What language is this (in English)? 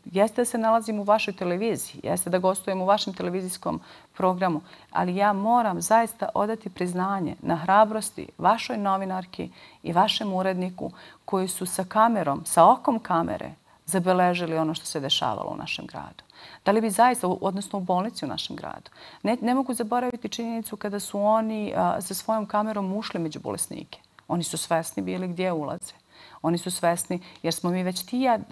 Bosnian